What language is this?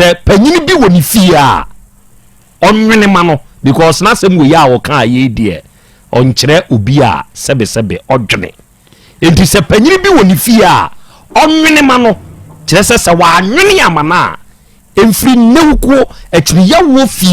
Akan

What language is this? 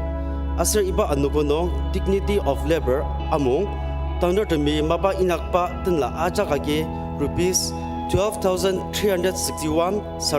Ao Naga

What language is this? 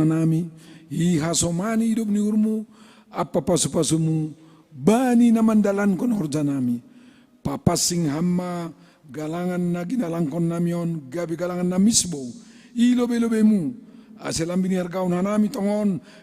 Batak Simalungun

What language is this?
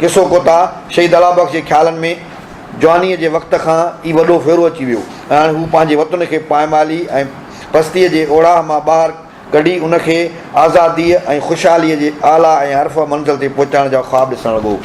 Sindhi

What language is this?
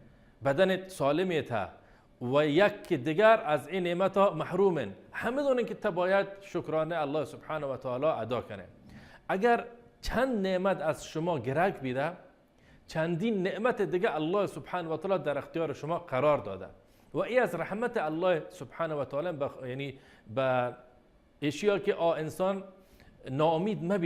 Baluchi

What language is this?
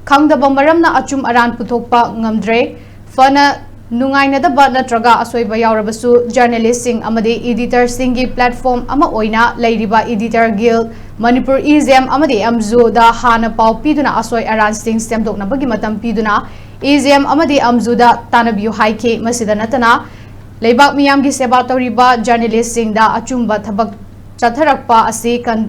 Manipuri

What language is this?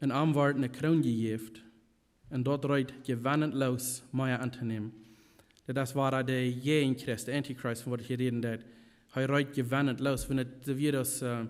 Plautdietsch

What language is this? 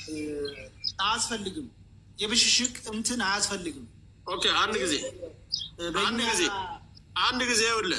Amharic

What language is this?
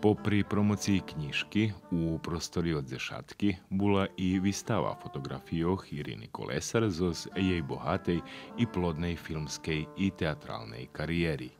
Rusyn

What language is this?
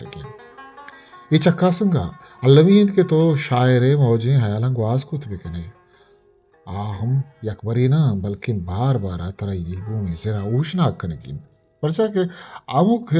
Eastern Balochi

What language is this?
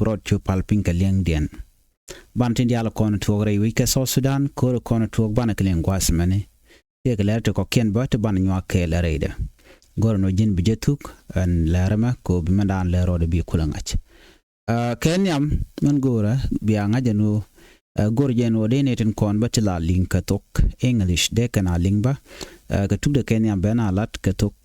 Nuer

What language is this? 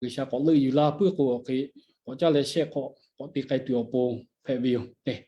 Lahu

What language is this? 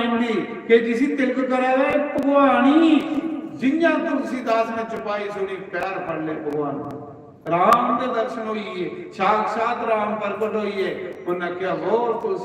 Dogri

